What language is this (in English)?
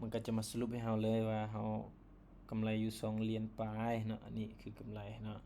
Lao